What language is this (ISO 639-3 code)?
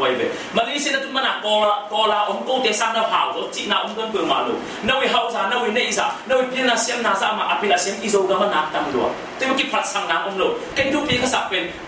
ctd